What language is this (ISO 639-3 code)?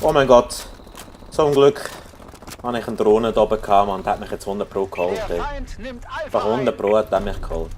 gsw